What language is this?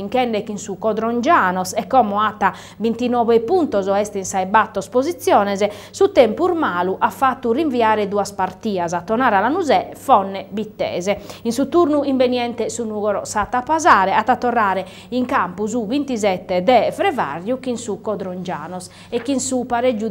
Sardinian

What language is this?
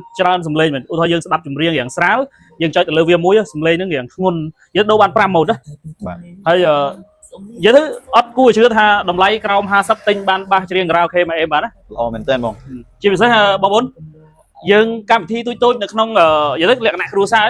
Khmer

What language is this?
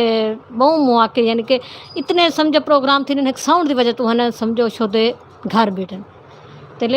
Saraiki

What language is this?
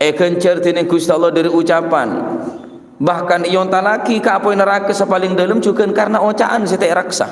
Madurese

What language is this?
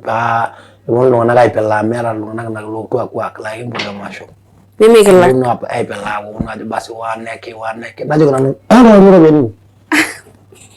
Masai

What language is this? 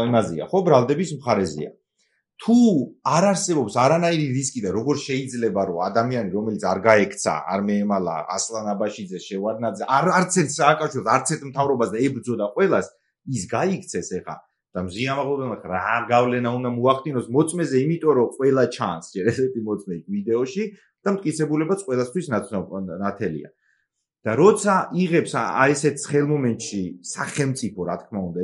Georgian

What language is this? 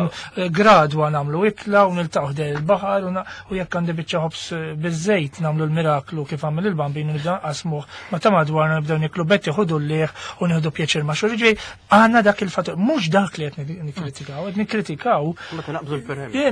Maltese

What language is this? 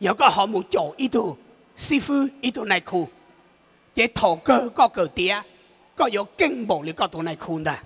Hmong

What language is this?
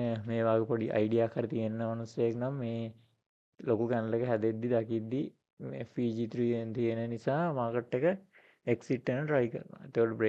Sinhala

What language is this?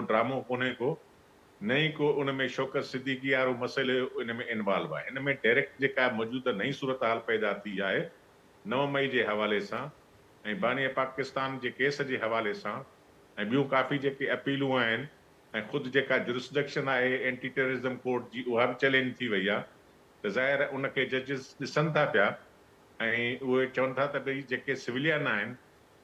Sindhi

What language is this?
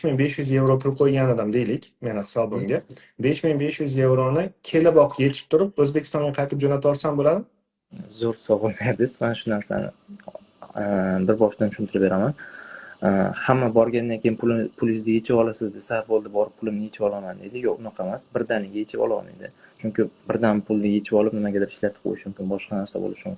Uzbek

